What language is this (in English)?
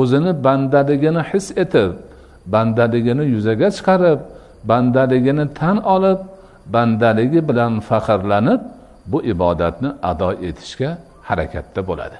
Uzbek